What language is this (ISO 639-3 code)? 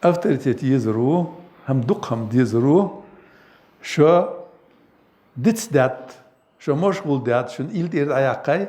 inh